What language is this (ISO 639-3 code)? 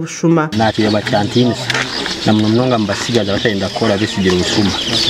nyn